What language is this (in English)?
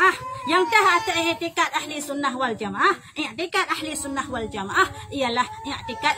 Achinese